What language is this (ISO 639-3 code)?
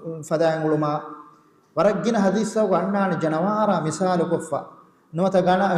div